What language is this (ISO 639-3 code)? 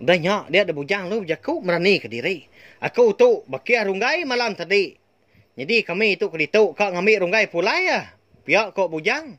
iba